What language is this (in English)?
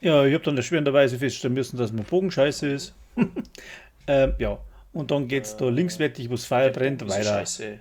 Bavarian